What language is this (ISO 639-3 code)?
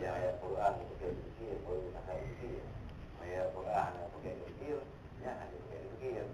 ace